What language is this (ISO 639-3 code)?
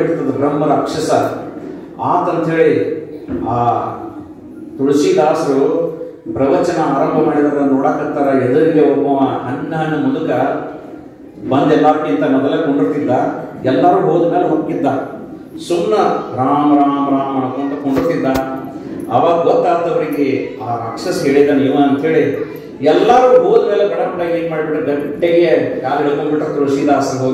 kan